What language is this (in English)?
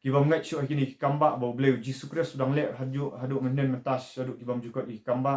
Khasi